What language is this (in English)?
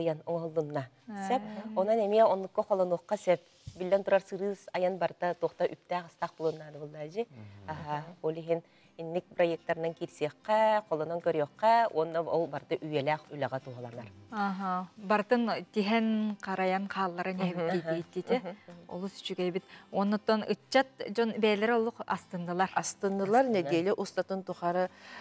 Yakut